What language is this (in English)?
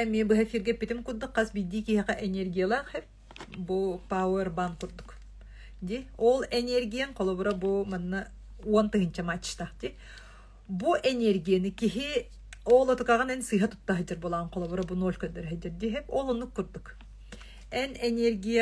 Yakut